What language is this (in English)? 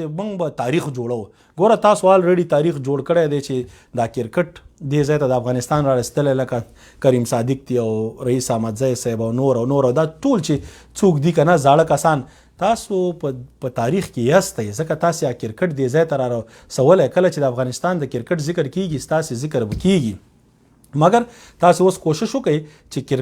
Pashto